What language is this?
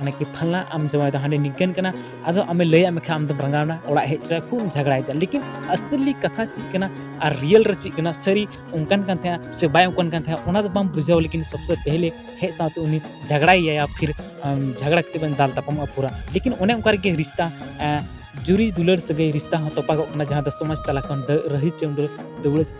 Santali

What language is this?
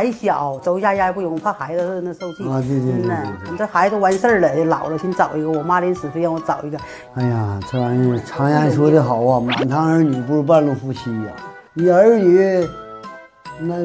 Chinese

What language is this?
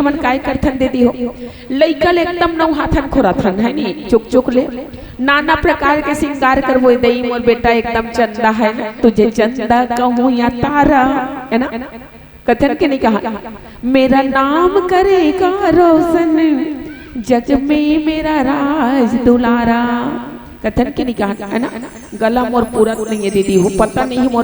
Chhattisgarhi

